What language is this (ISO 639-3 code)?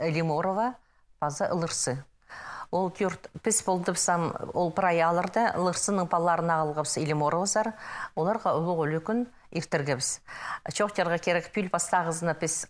kjh